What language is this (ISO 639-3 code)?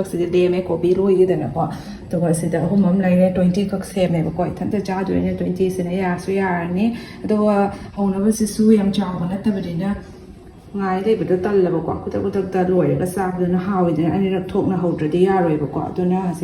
mni